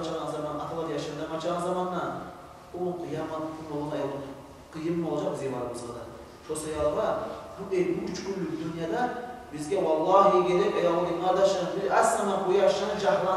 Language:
Kumyk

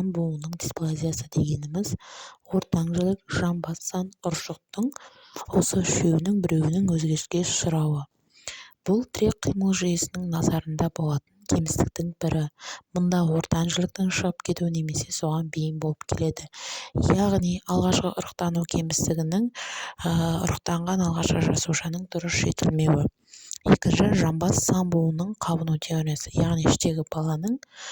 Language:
Kazakh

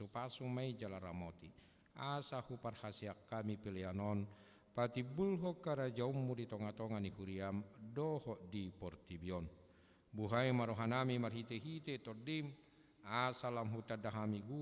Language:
Batak Toba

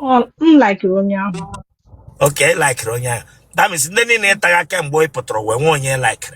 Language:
Igbo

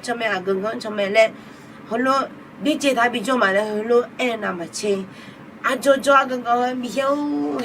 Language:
Akha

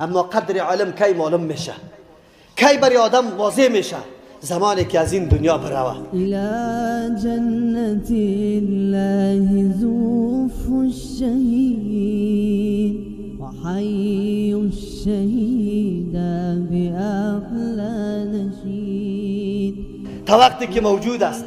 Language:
Persian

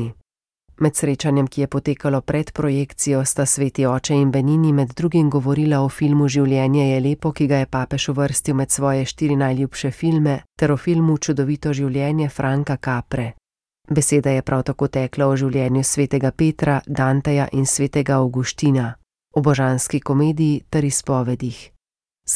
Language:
Slovenian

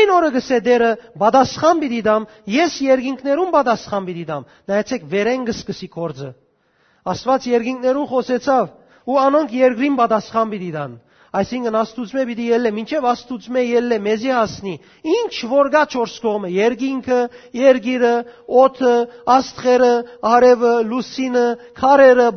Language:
Western Armenian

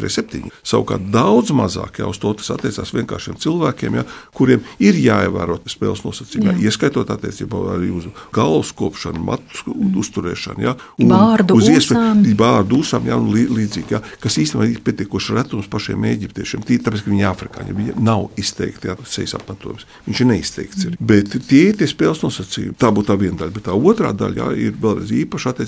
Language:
Latvian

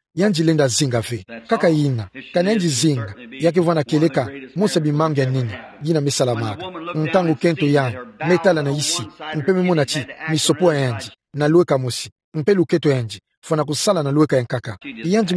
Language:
Kituba (Democratic Republic of Congo)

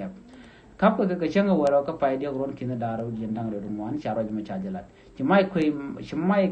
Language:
Nuer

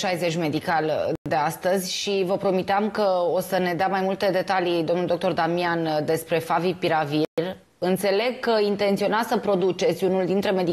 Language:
Romanian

